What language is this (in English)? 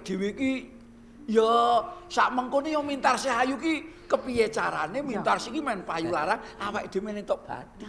Javanese